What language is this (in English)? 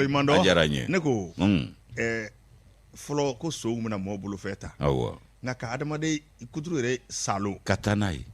Bambara